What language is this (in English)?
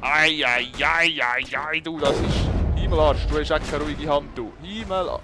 Swiss German